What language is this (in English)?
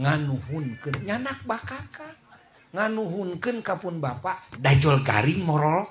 Sundanese